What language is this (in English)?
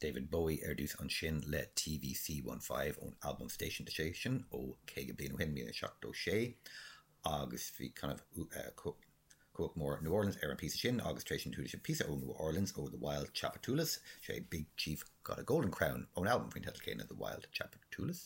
Irish